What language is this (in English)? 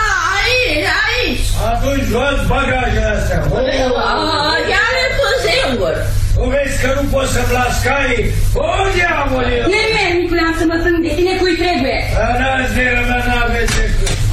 Romanian